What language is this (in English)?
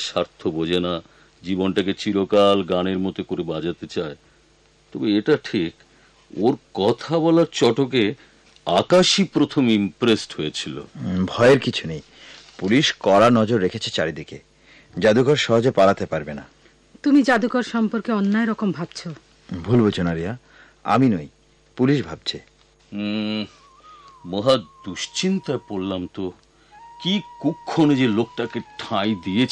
Bangla